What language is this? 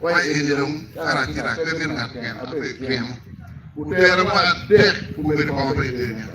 Acoli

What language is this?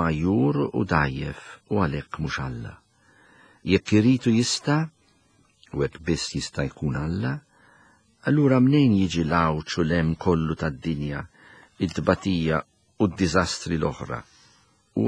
Maltese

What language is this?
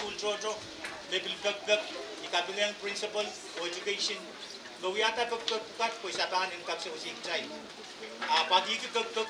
Pohnpeian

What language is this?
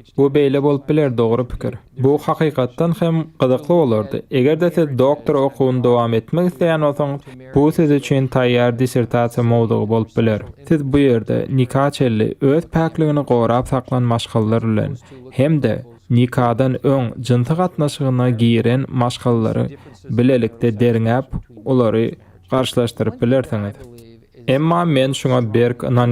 Turkmen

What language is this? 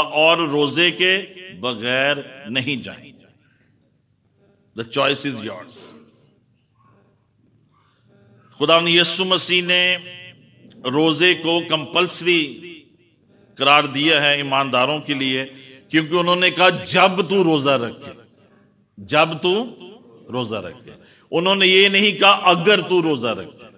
Urdu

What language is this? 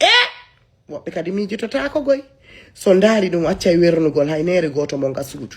Fula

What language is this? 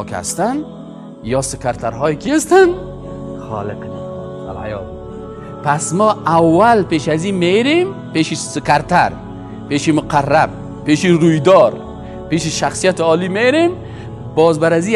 Persian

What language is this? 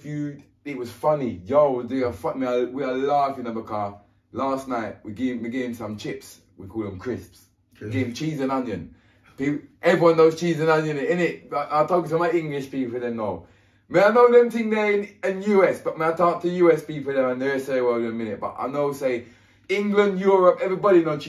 Jamaican Creole English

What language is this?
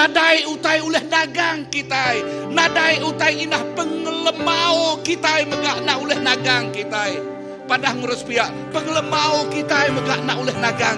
Iban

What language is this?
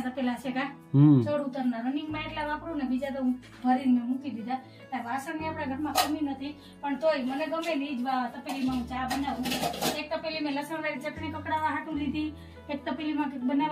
Gujarati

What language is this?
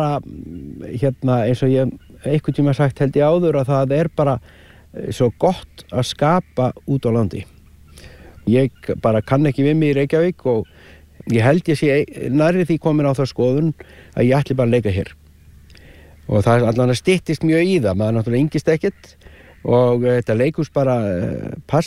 Icelandic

